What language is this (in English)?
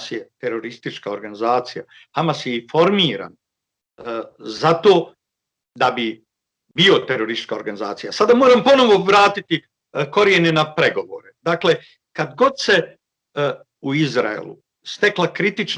Bosnian